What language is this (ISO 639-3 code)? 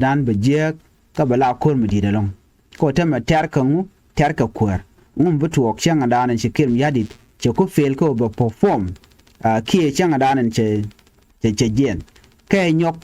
nus